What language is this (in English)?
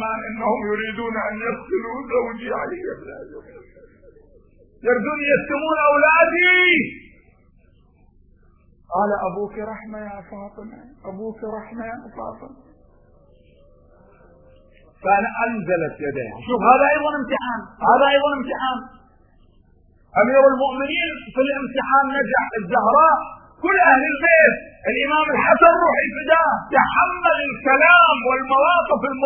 Arabic